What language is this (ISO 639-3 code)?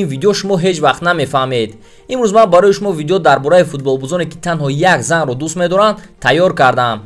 tgk